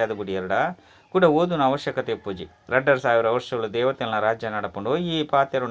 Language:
Tulu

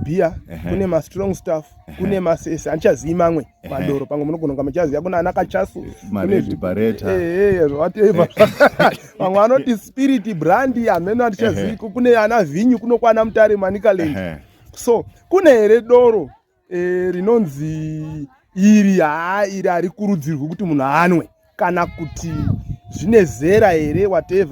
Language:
Shona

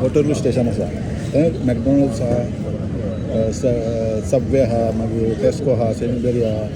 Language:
Konkani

